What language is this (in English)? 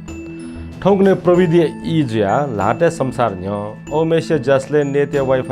Newari